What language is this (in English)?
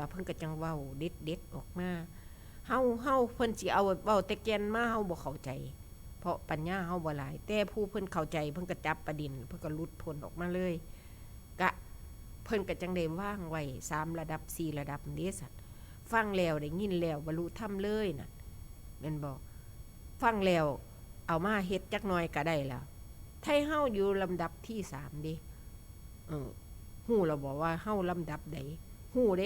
Northeastern Thai